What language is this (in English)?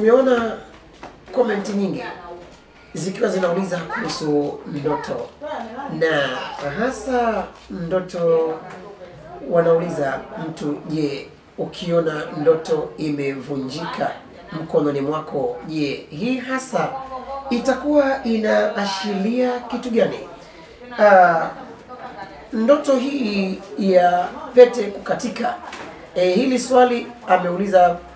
Swahili